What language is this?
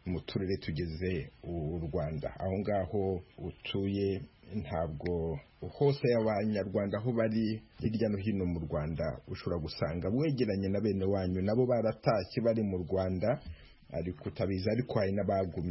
Kinyarwanda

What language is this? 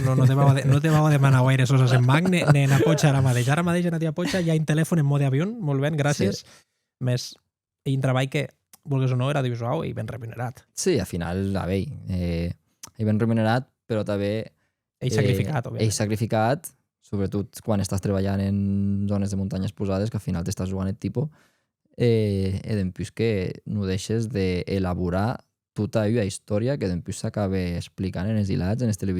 Occitan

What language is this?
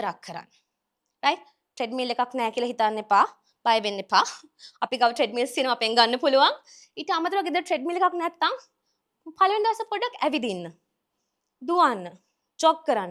Sinhala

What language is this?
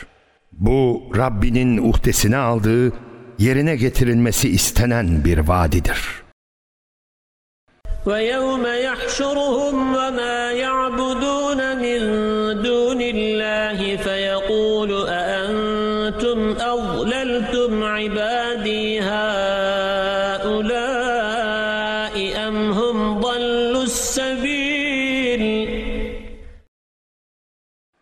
Turkish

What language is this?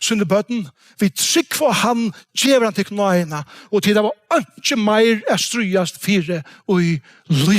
Faroese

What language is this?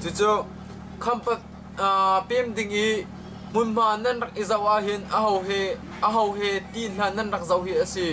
Hakha Chin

